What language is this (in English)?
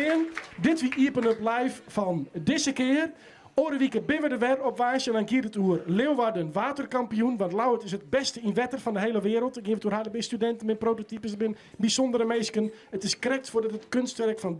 Western Frisian